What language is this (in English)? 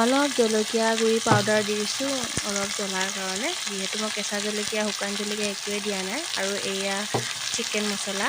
Assamese